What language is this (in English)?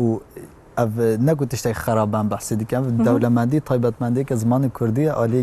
Kurdish